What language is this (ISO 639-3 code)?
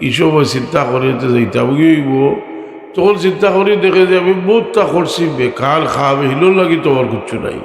syl